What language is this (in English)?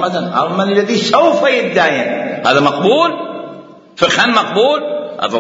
Mesopotamian Arabic